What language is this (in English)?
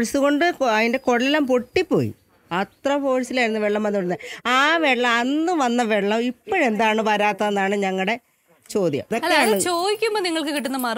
Malayalam